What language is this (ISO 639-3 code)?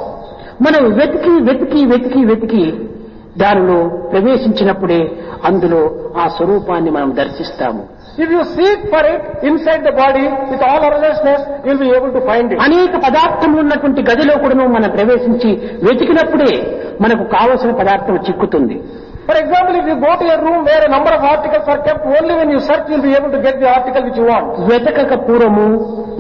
tel